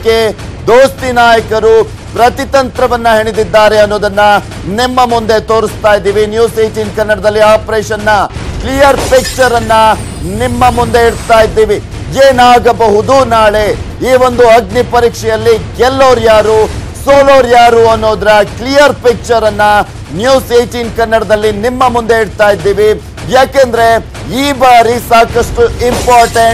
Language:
Kannada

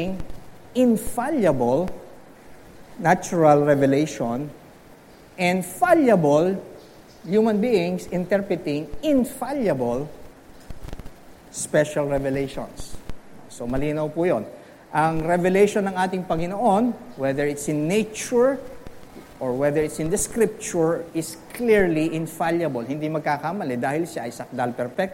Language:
Filipino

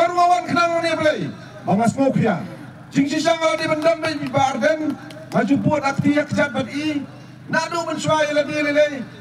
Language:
Khasi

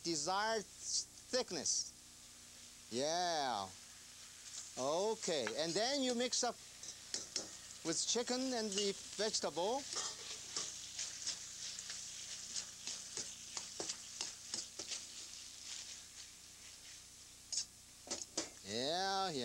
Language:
English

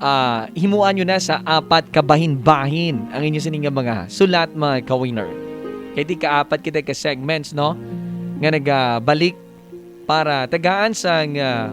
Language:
Hiligaynon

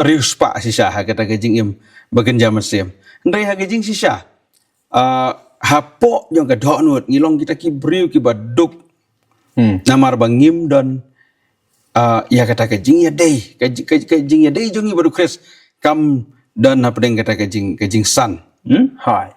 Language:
Khasi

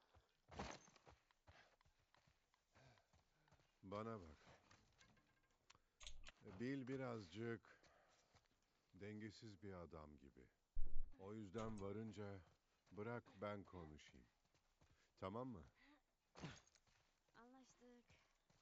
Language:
Turkish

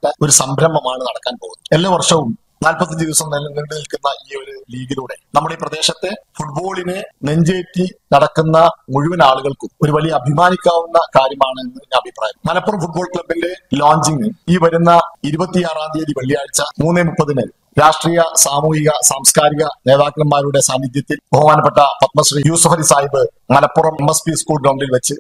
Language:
Malayalam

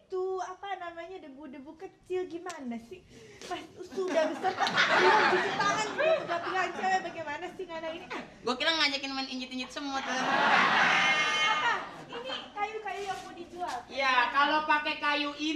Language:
Betawi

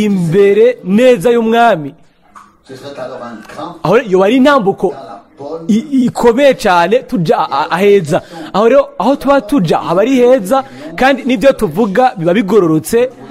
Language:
Rundi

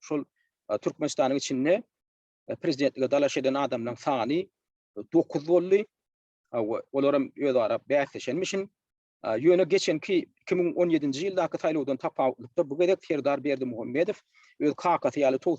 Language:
Turkmen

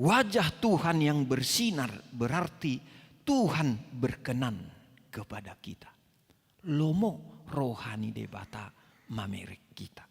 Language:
Batak Toba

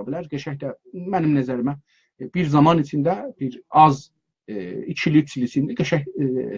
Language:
South Azerbaijani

